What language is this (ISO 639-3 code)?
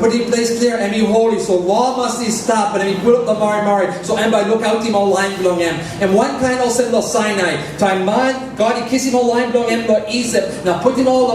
tpi